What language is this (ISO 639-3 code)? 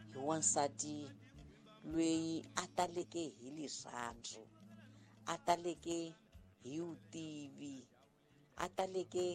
tso